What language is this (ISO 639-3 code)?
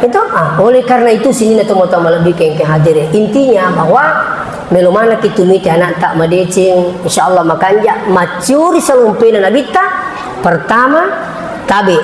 bug